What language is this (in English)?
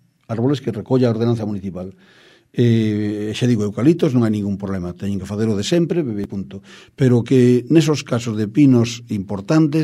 Galician